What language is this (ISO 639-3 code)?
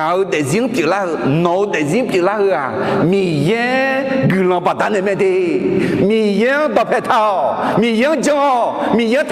ahk